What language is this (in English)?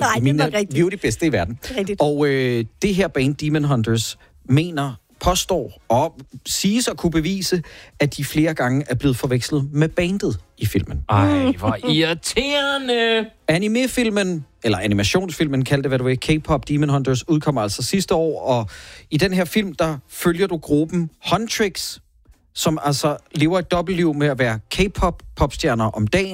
Danish